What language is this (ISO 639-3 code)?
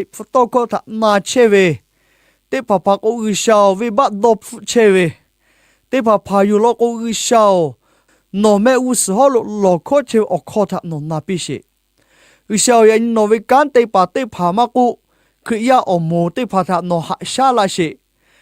lhu